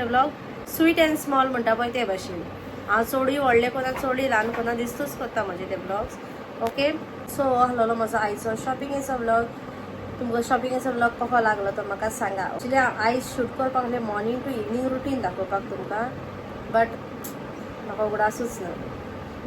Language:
Konkani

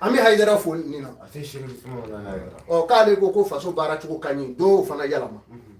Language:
Bambara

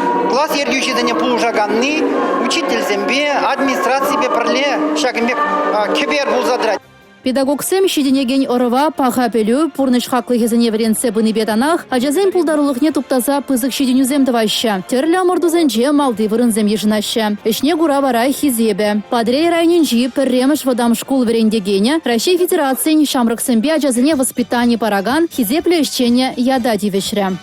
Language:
Chuvash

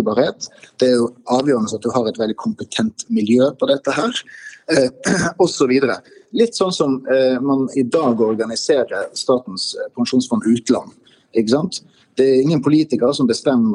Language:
Norwegian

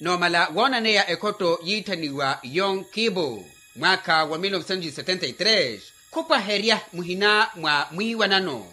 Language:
Makhuwa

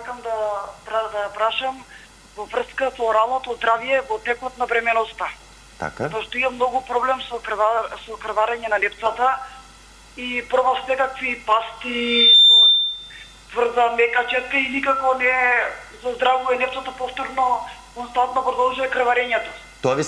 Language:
Macedonian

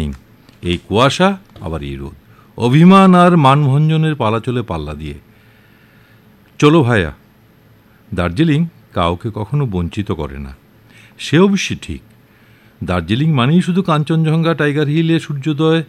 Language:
Bangla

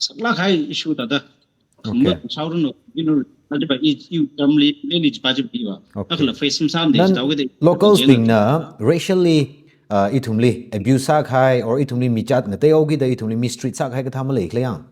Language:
Tangkhul Naga (India)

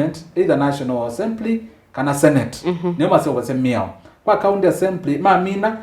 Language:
Kamba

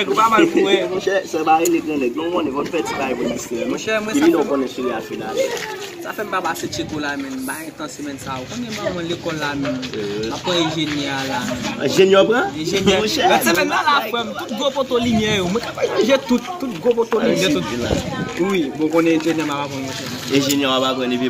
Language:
Haitian Creole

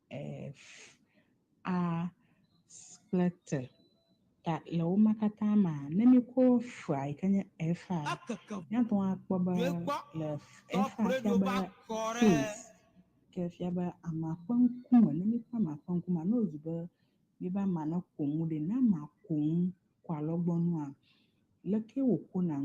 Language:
Ewe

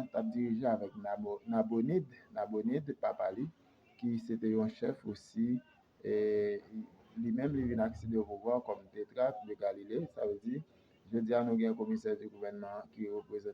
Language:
Haitian Creole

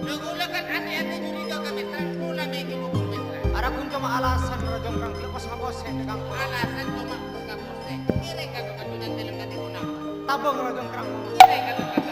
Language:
Madurese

